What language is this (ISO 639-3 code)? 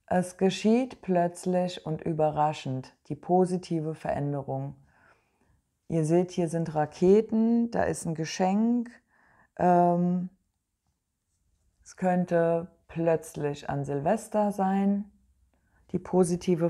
deu